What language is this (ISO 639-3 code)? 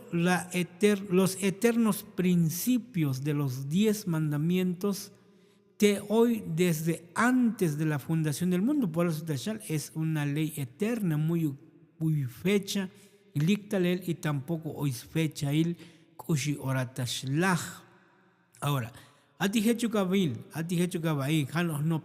tzo